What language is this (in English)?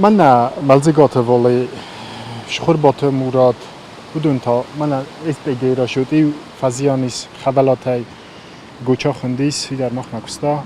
Ossetic